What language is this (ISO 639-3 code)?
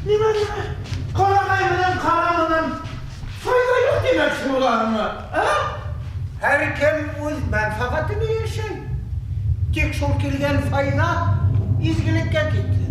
bak